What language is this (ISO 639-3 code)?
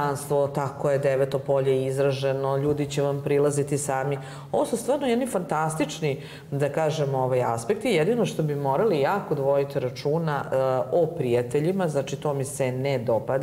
srp